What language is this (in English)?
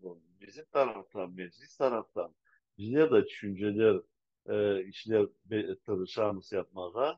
Crimean Tatar